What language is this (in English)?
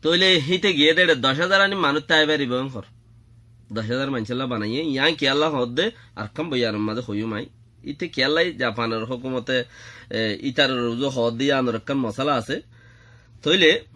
Rohingya